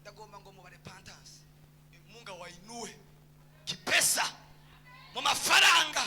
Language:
Rundi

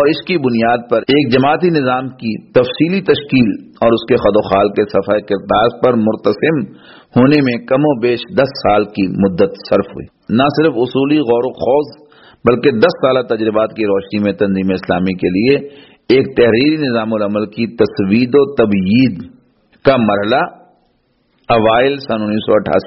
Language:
Urdu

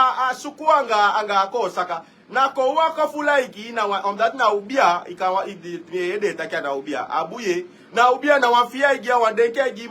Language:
Sranan Tongo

